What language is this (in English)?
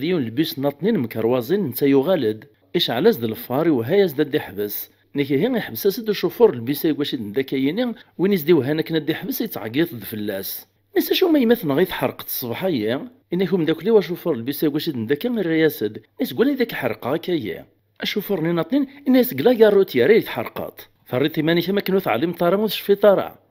Kabyle